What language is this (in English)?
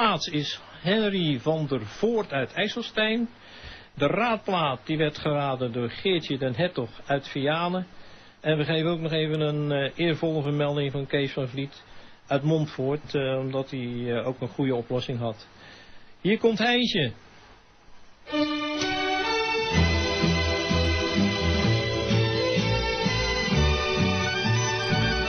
Dutch